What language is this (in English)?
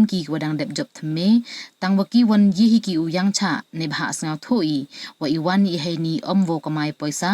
Pnar